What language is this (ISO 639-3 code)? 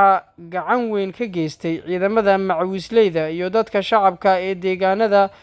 som